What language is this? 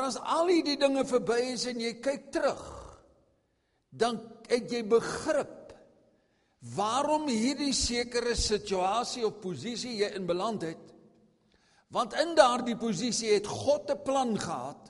Afrikaans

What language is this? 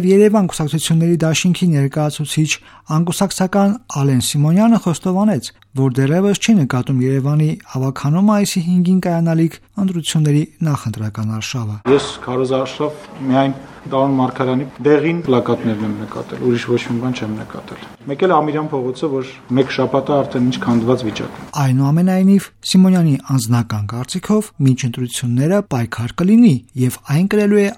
Armenian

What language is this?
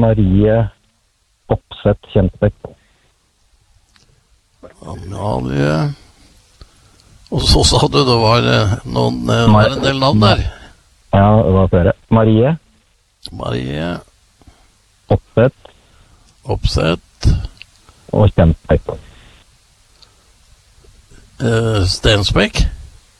Norwegian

